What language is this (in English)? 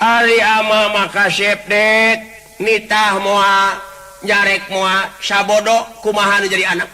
Sundanese